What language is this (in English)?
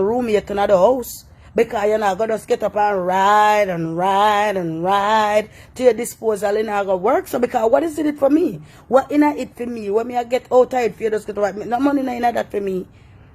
Jamaican Creole English